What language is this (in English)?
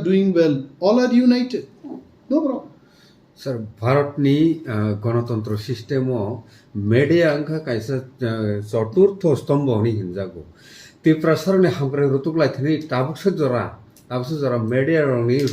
Kok Borok